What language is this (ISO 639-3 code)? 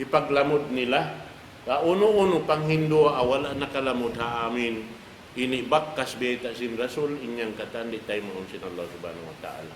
tsg